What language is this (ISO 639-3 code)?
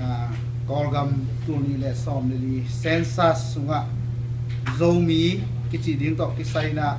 ctd